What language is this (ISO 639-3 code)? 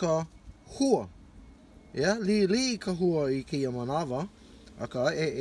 haw